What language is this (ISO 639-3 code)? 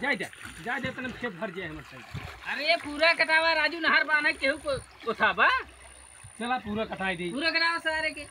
awa